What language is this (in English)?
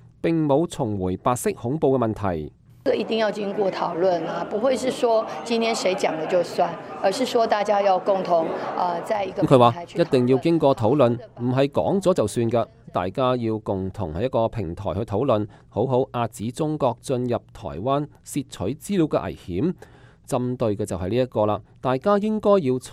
Cantonese